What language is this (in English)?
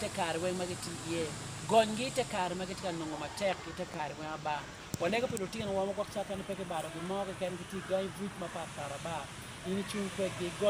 Acoli